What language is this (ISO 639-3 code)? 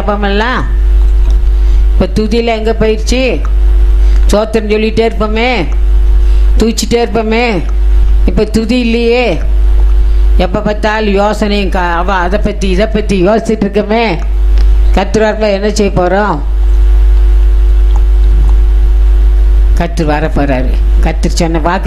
tam